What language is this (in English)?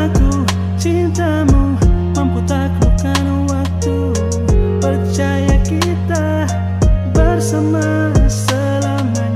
Ambonese Malay